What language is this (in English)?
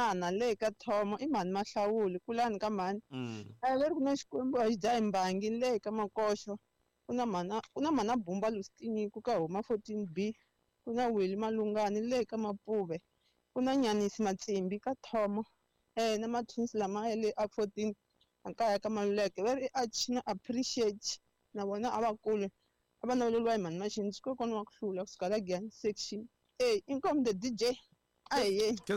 Tsonga